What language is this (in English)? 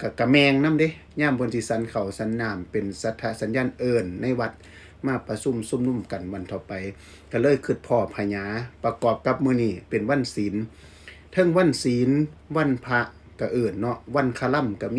Northeastern Thai